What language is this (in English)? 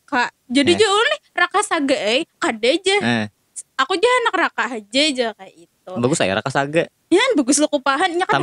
Banjar